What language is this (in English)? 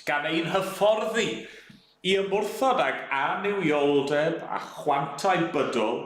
Welsh